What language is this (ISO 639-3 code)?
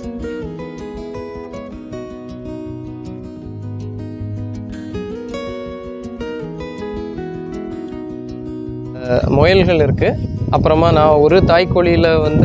tam